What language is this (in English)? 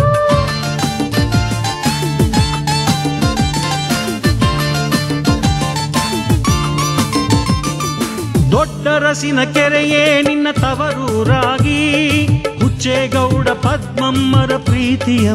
Kannada